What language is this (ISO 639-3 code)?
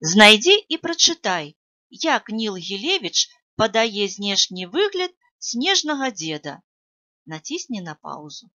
bel